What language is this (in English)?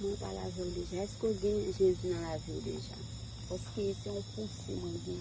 Haitian Creole